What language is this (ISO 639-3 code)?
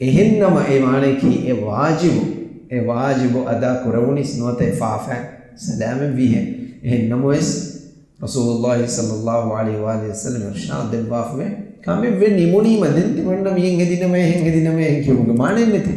div